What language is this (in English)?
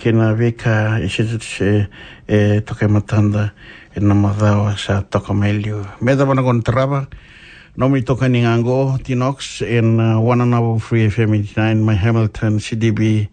Fijian